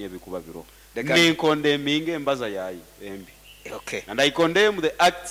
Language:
Nyoro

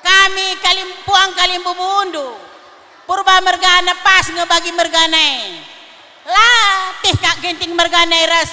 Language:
Batak Karo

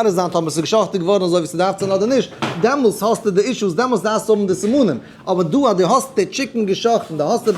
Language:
Yiddish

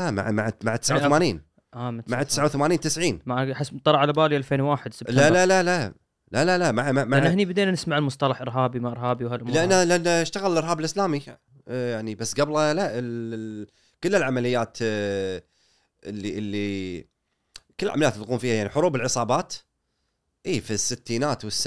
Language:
Gulf Arabic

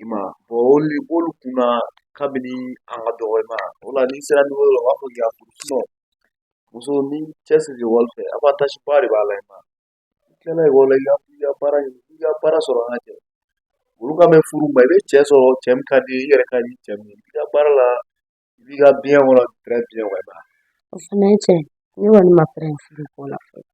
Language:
Bambara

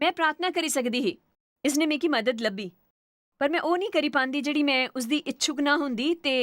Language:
Dogri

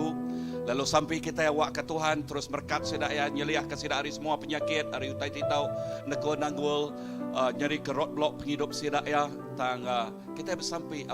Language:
Iban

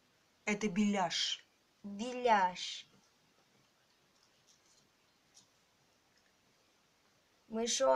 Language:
Russian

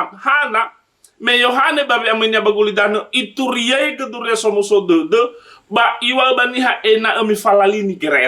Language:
Nias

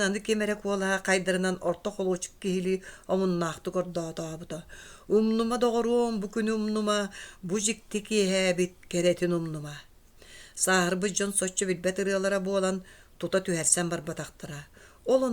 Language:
Yakut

